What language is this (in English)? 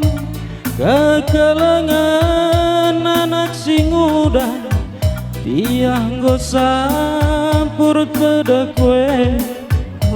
Batak Karo